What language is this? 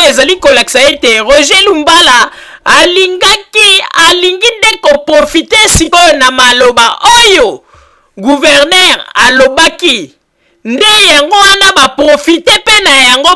Lingala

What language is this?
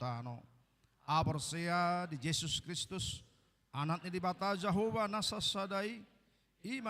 Batak Toba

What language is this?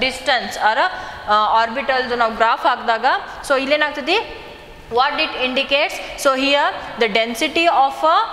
Kannada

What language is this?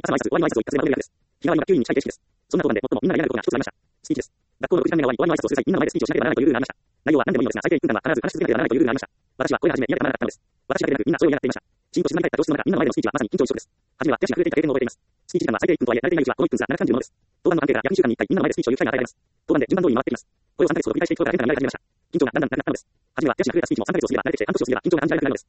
Japanese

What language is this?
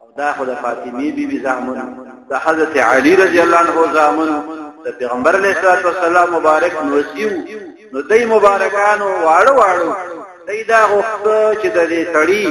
Pashto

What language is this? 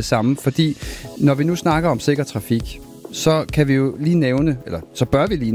Danish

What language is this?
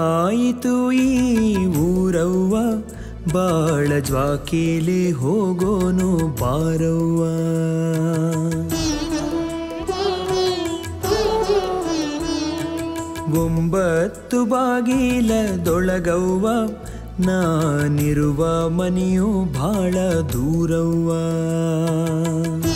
Kannada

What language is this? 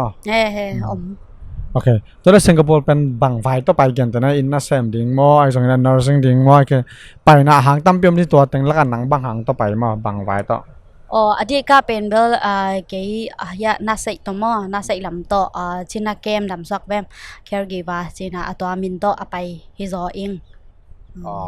Tedim Chin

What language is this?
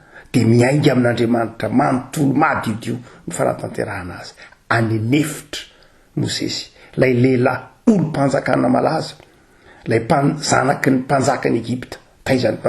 Malagasy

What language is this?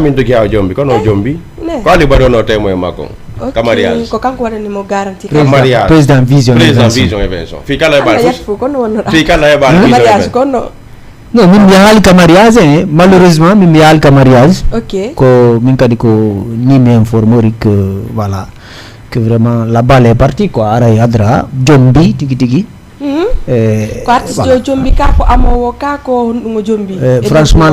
Fula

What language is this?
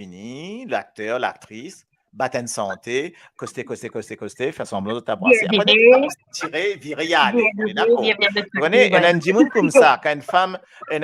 Morisyen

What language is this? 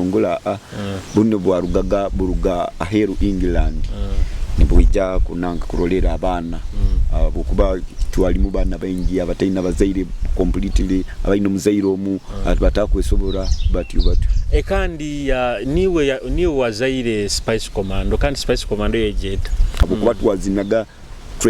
Nyoro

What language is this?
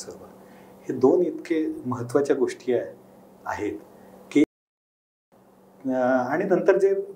Marathi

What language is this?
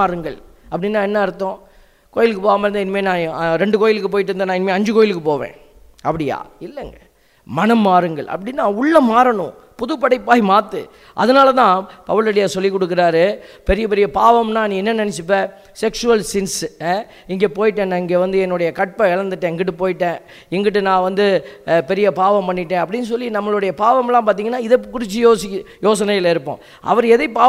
Tamil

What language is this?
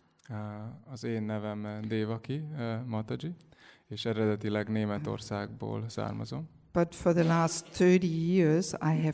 Hungarian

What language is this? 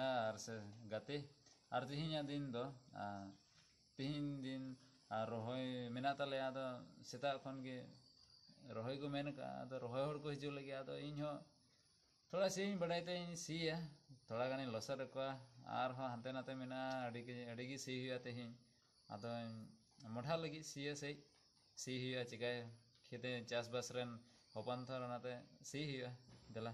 Santali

